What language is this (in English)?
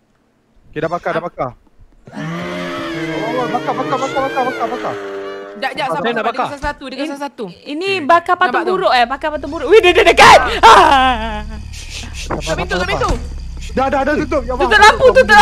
Malay